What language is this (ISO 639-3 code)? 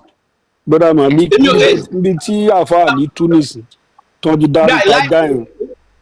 yor